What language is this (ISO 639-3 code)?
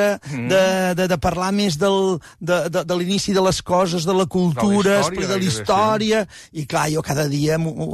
cat